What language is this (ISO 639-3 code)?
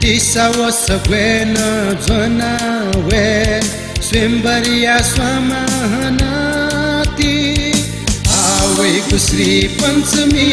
new